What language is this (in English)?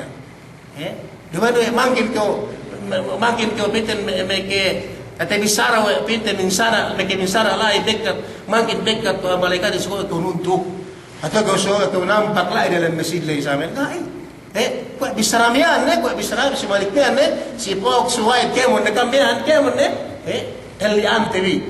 Yakan